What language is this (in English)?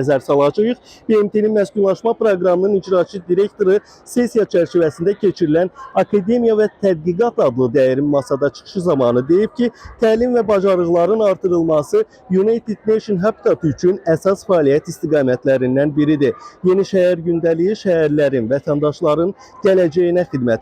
Azerbaijani